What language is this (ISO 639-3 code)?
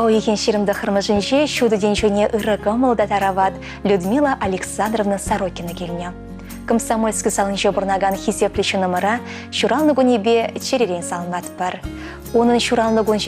chv